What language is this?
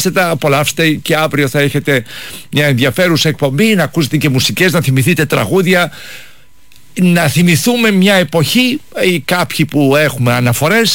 Greek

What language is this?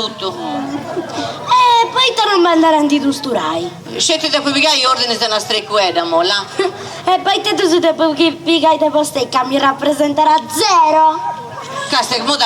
Sardinian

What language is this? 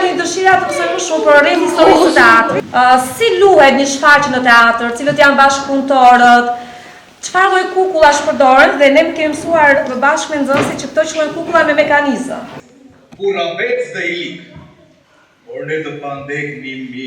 Albanian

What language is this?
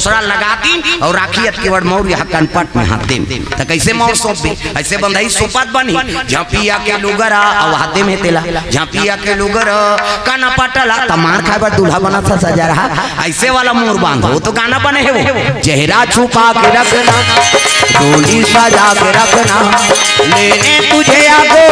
Chhattisgarhi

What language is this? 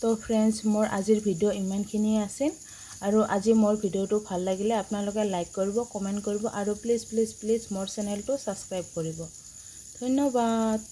Assamese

